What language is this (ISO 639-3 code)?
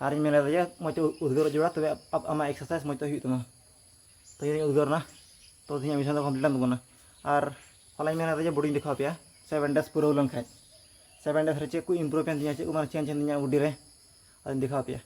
sat